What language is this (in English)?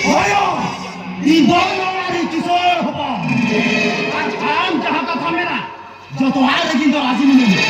Santali